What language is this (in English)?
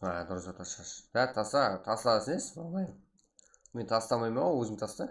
Kara-Kalpak